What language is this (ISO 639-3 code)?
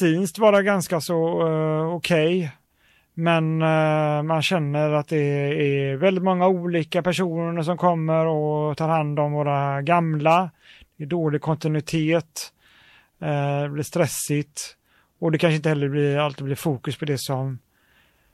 swe